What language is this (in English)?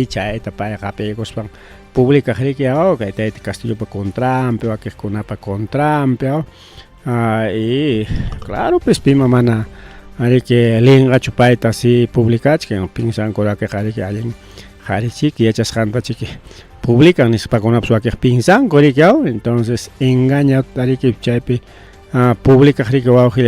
Ayacucho Quechua